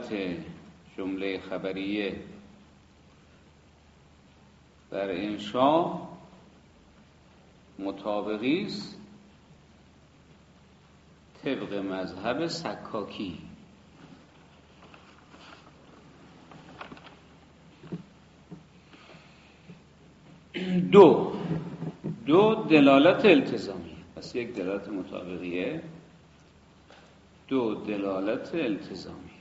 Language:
Persian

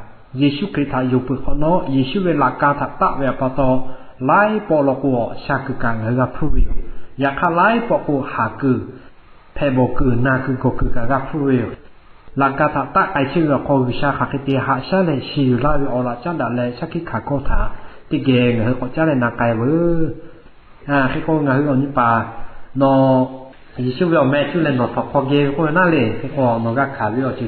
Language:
Lahu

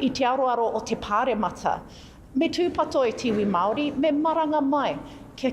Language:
Māori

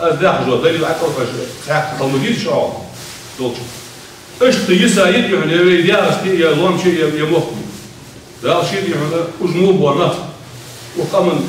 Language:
Ingush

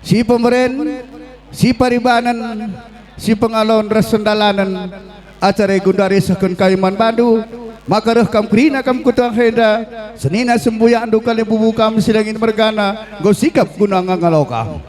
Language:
Batak Karo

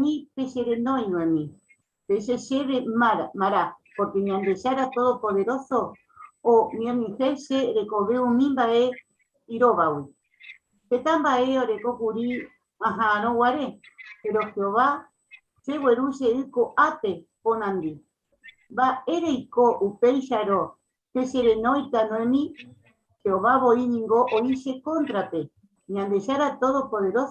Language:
Guarani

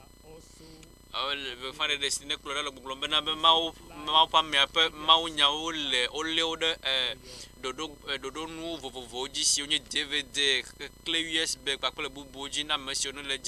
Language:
Ewe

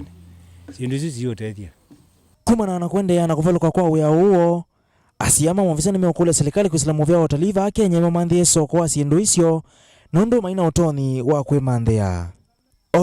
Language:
Kamba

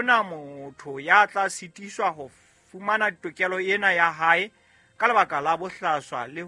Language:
Southern Sotho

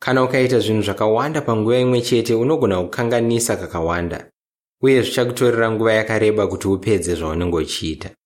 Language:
Shona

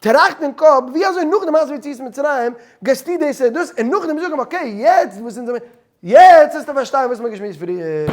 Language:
Yiddish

